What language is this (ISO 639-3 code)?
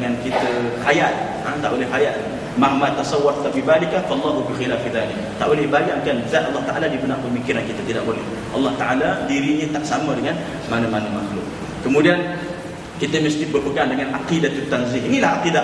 msa